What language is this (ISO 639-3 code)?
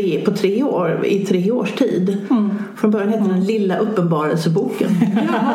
swe